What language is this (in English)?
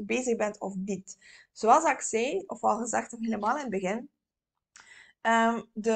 Dutch